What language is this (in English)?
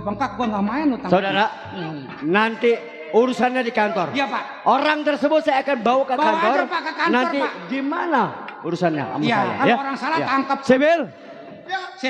Betawi